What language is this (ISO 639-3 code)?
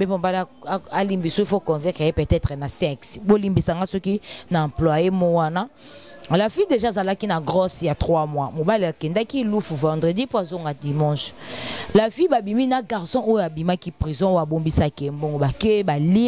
lin